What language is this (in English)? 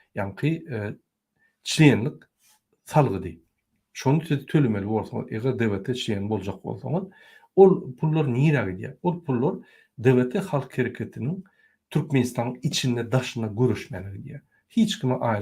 Turkmen